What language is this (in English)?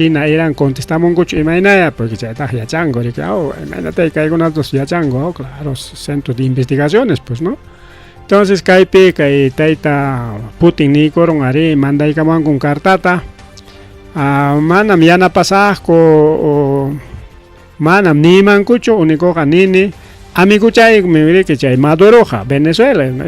Ayacucho Quechua